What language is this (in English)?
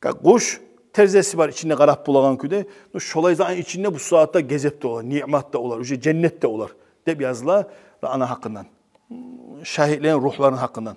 Kumyk